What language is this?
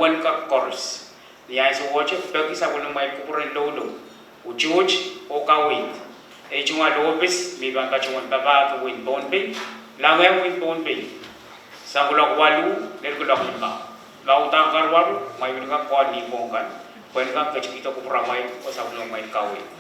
Pohnpeian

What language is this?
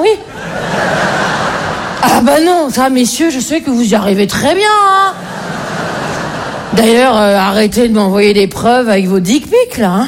French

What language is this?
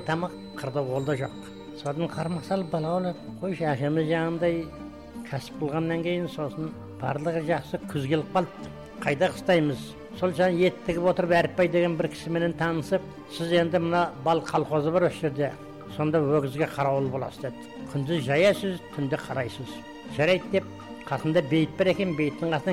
Kazakh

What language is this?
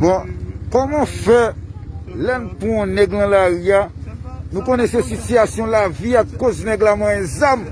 Haitian Creole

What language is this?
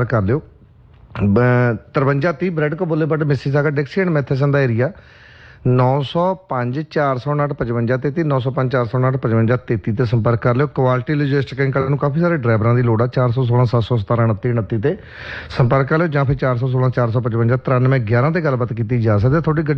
Punjabi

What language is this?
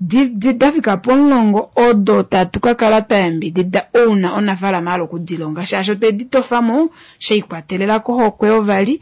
Kuanyama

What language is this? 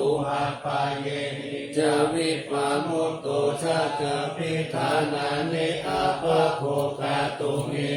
Pali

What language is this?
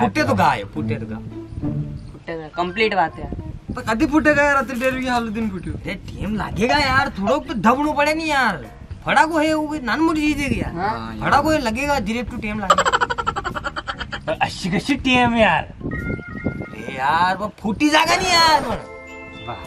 Rajasthani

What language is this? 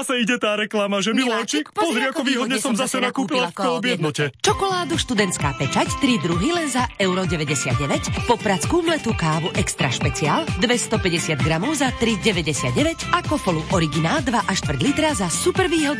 Slovak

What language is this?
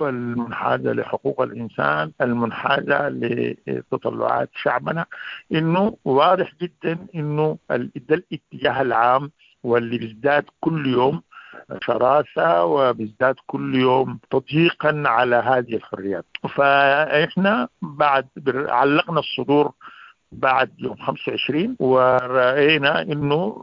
Sudanese Arabic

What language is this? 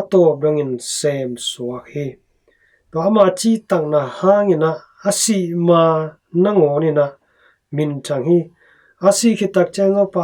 Tedim Chin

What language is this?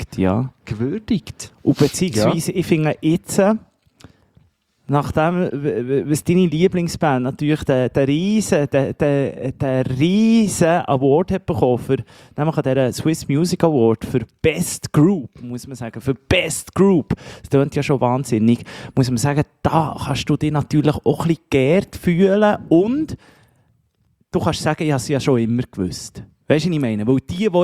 German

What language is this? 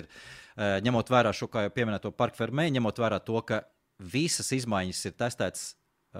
Latvian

